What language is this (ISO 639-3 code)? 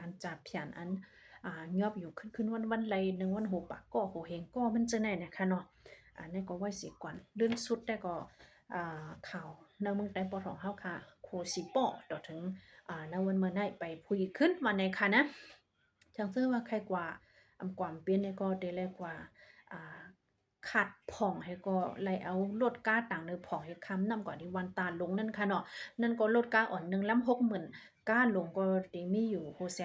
shn